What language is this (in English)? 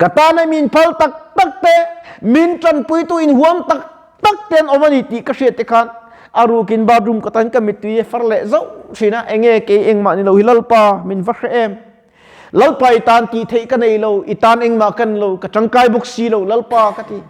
Mizo